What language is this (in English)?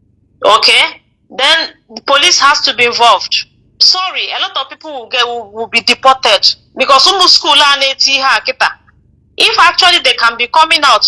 Igbo